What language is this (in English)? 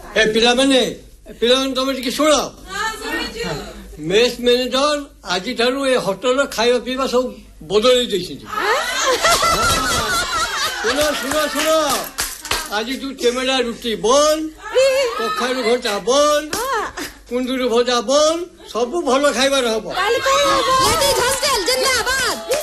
Odia